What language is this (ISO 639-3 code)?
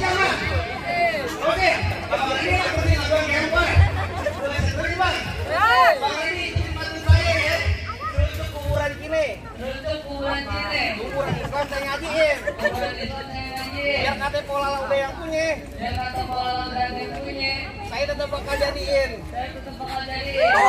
bew